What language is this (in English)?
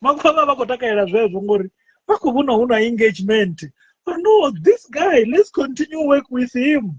Venda